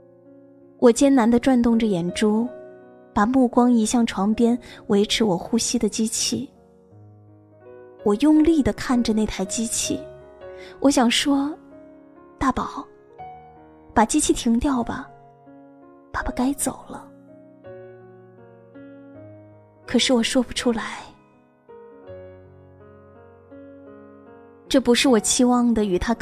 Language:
Chinese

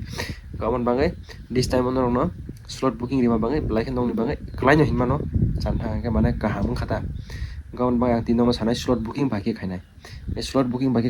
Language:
Kok Borok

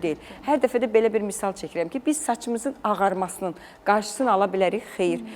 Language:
Azerbaijani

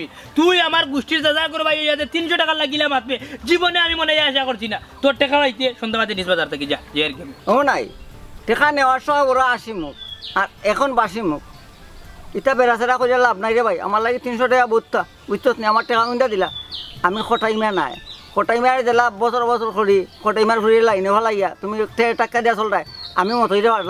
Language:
Sylheti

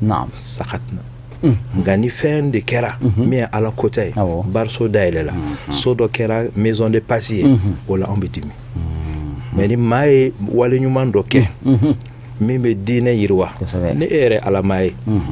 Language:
Bambara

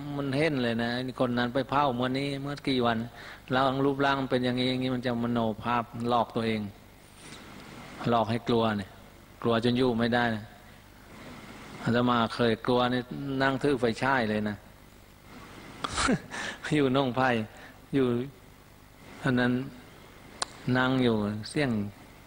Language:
Thai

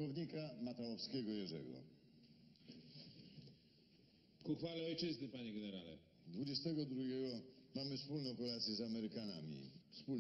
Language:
Polish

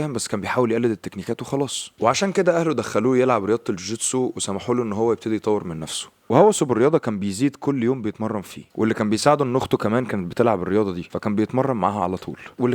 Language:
Egyptian Arabic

